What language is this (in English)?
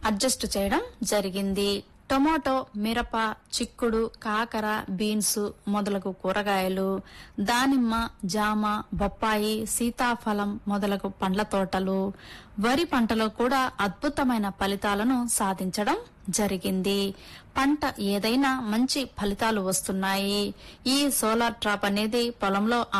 Telugu